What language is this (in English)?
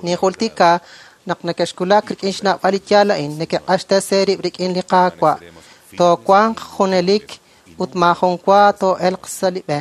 Kekchí